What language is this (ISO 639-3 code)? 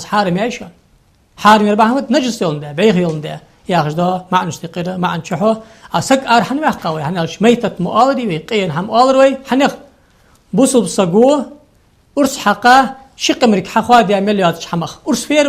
inh